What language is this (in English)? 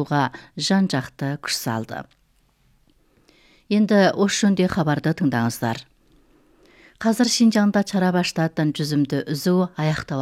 Kazakh